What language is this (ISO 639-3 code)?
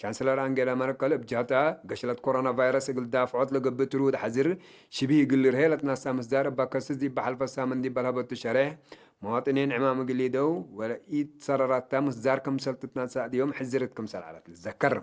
tig